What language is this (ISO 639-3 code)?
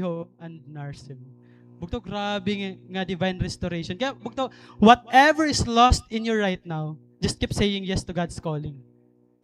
war